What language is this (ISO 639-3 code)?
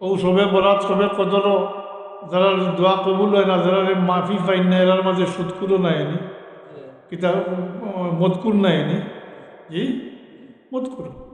syl